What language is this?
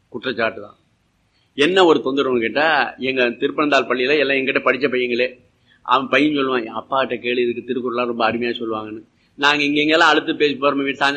Tamil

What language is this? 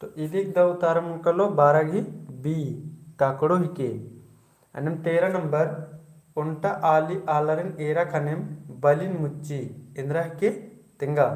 Kurukh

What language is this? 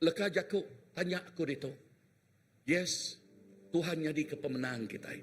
Iban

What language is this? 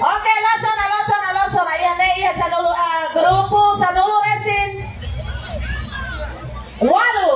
Tetum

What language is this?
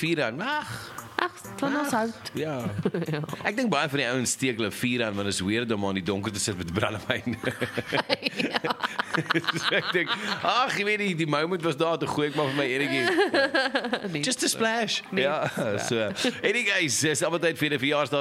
Afrikaans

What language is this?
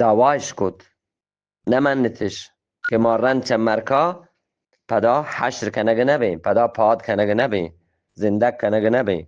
Eastern Balochi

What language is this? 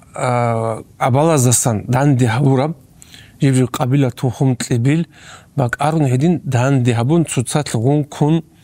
Avaric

